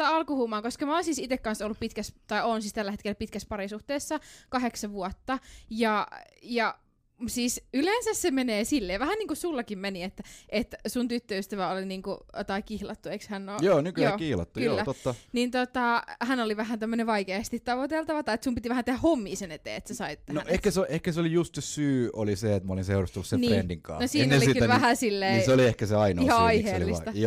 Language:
Finnish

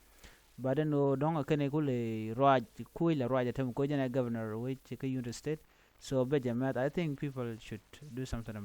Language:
Nuer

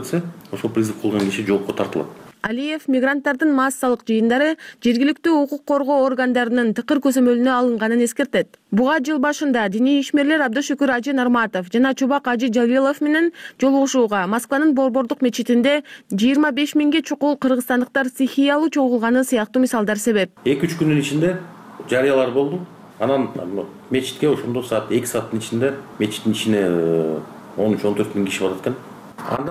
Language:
Kyrgyz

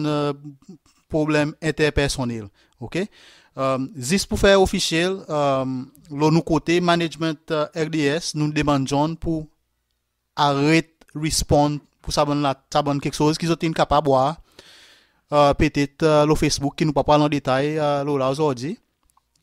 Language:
Seselwa Creole French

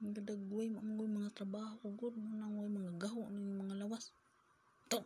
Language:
Cebuano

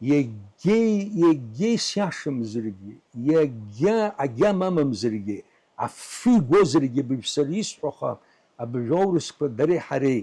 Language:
Abkhazian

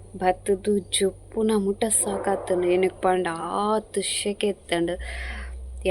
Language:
Tulu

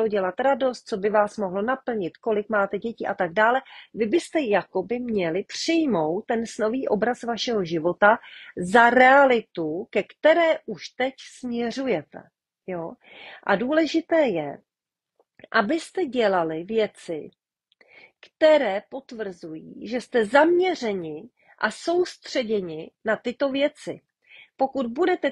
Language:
Czech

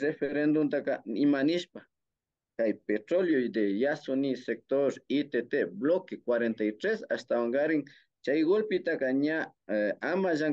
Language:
Imbabura Highland Quichua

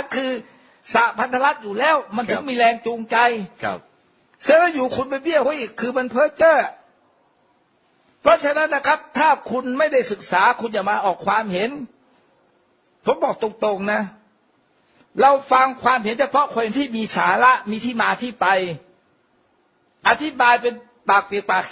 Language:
Thai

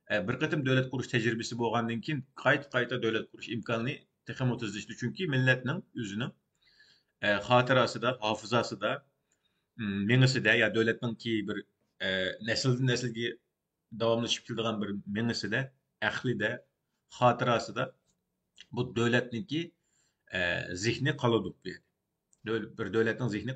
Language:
Uyghur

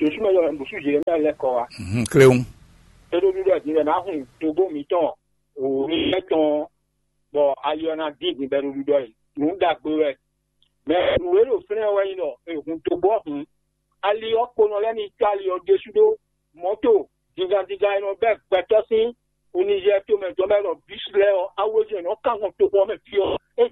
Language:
Fon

